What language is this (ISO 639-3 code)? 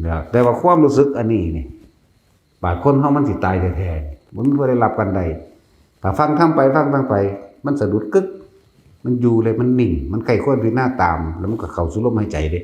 tts